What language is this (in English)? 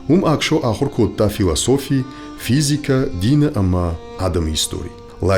Ossetic